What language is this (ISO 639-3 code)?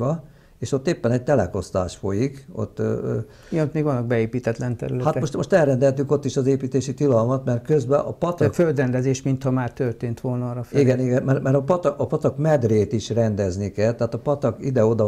hun